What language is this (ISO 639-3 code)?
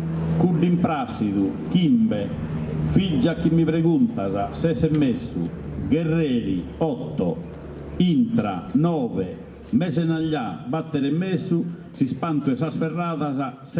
srd